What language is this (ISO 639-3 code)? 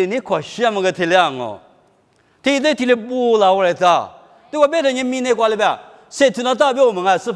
lis